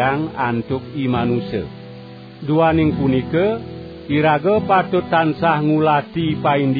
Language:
Balinese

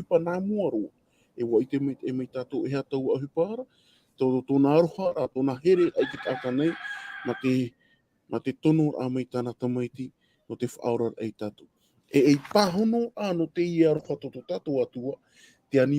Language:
Tahitian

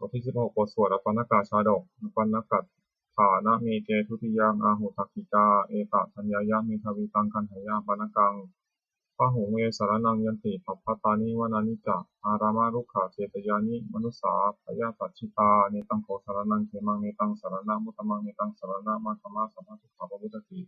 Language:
Pali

